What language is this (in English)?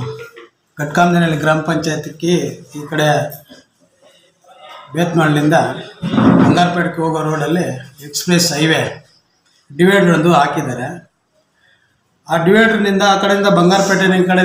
Kannada